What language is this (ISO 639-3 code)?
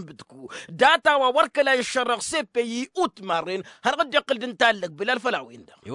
taq